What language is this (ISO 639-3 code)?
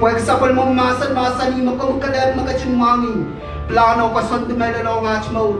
pon